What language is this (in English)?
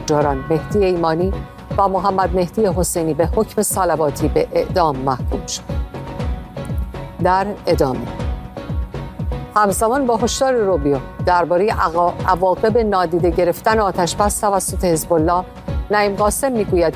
Persian